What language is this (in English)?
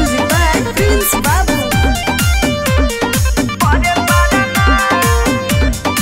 Bhojpuri